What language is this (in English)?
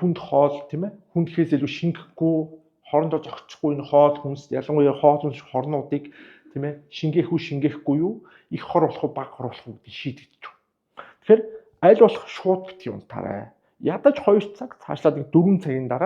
Mongolian